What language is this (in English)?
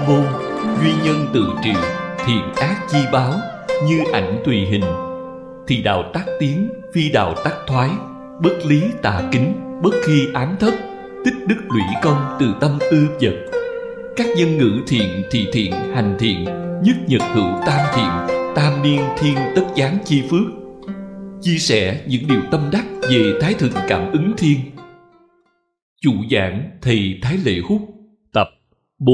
Vietnamese